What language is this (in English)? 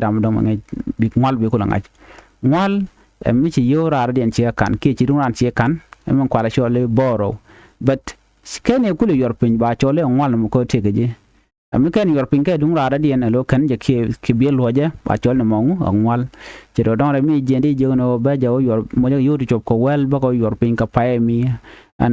Nuer